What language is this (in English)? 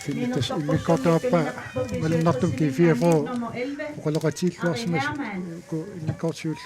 Kalaallisut